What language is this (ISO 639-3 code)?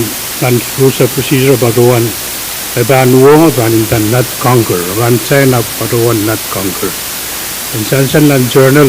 pon